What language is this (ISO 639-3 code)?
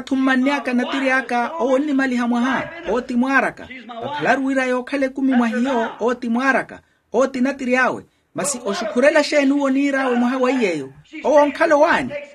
vmw